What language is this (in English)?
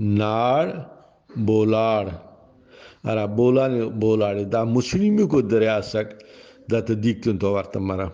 Brahui